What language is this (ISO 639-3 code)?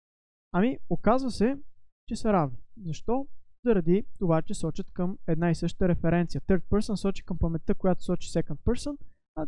bul